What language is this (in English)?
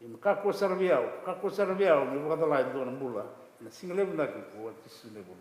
Fijian